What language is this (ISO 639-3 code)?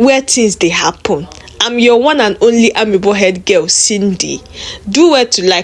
pcm